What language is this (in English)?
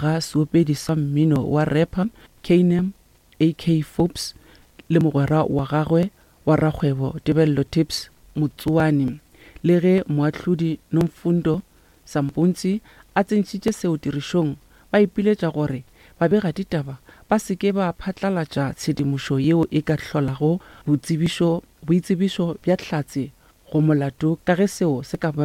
Northern Sotho